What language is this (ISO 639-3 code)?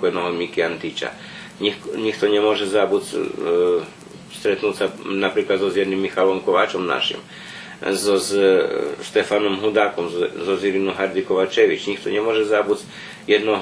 rue